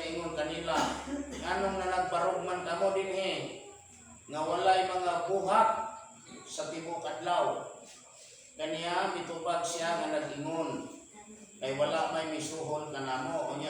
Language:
Cebuano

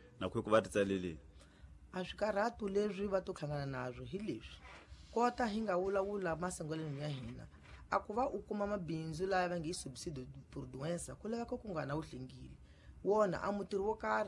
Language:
Tsonga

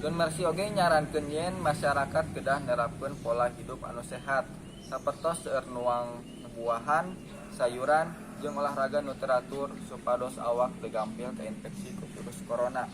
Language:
Sundanese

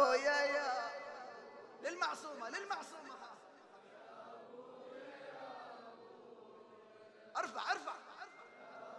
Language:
Arabic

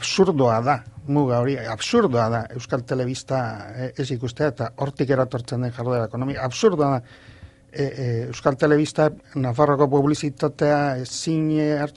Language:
Basque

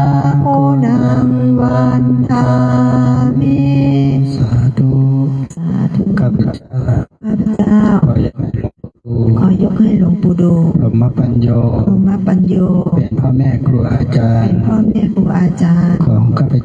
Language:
Pali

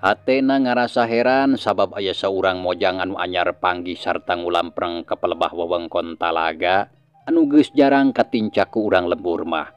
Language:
Sundanese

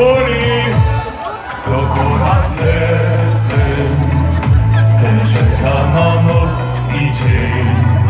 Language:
Polish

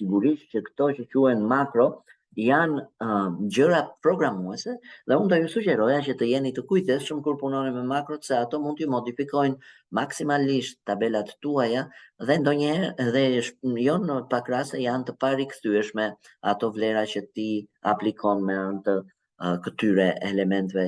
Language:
Albanian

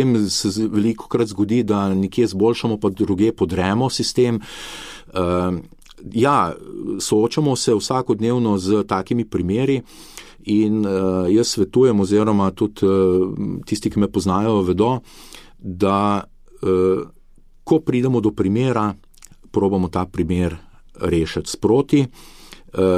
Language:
Slovenian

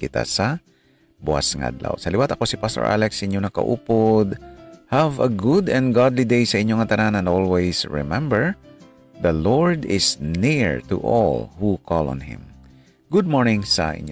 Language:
Hiligaynon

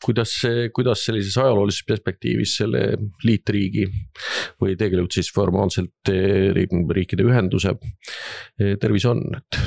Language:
Estonian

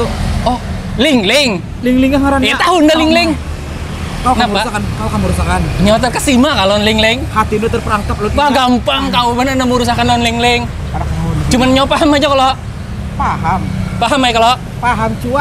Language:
Banjar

